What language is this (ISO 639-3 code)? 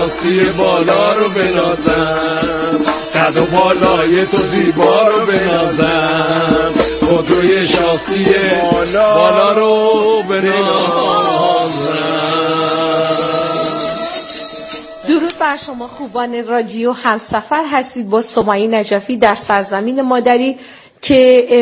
fas